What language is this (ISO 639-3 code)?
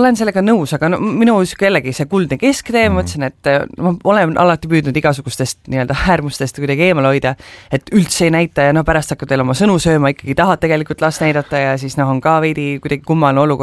est